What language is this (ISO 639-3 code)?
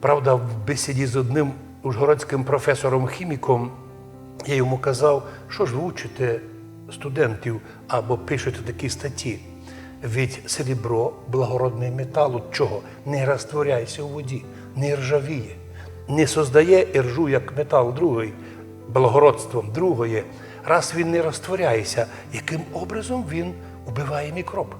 rue